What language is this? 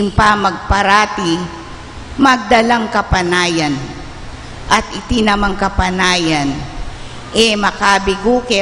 Pampanga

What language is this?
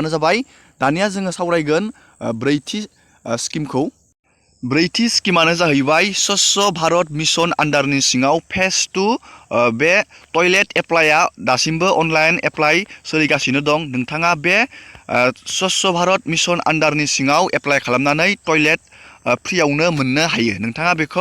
Bodo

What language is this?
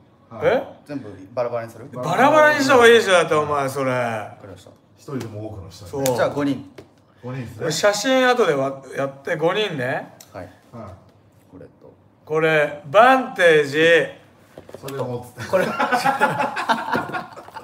Japanese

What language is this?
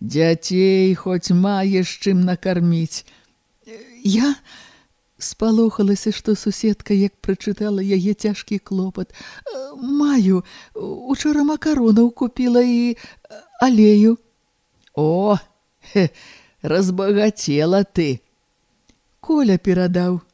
Belarusian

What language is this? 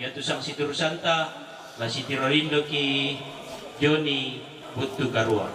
Toraja-Sa'dan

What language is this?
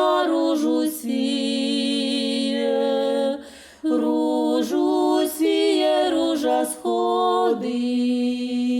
Rusyn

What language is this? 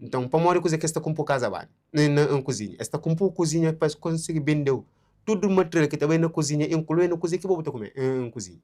Kabuverdianu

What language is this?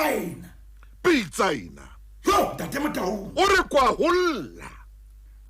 Southern Sotho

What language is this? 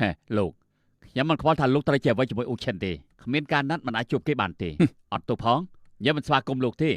Khmer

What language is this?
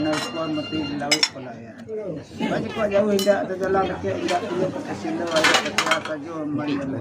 Minangkabau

